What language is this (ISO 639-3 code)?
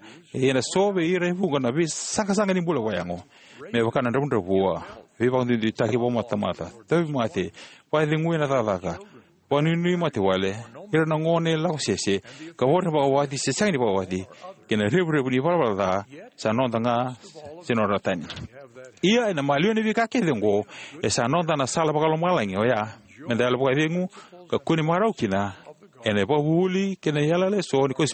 fij